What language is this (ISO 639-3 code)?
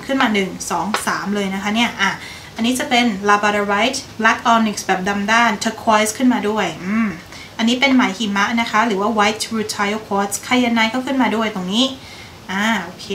tha